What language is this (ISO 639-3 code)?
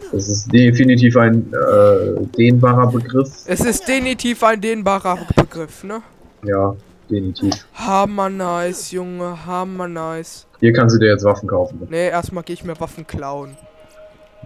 deu